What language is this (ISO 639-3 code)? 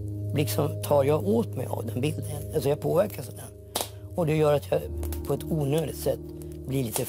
swe